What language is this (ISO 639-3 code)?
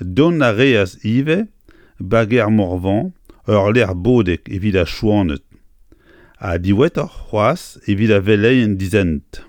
bre